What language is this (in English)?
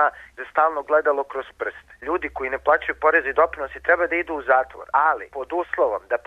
Serbian